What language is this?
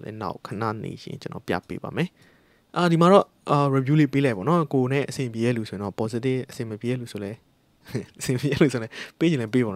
Burmese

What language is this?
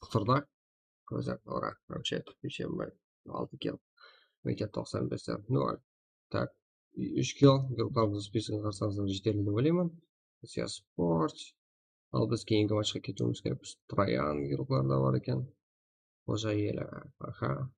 Kara-Kalpak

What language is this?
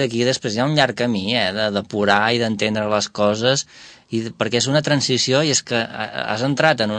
Catalan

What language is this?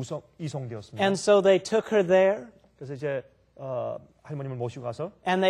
Korean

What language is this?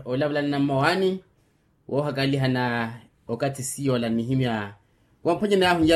Makhuwa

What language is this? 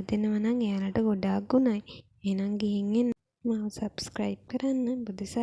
Sinhala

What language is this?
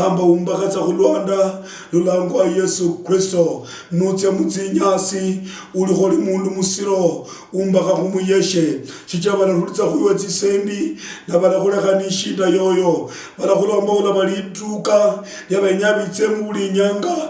Luyia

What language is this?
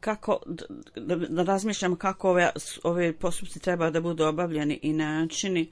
Bosnian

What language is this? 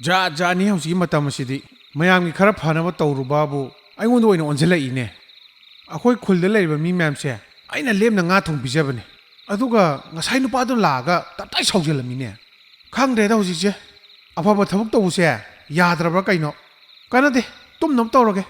Manipuri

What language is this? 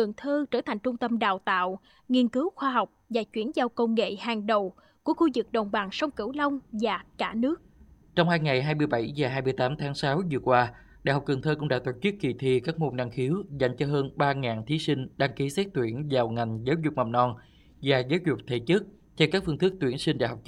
Vietnamese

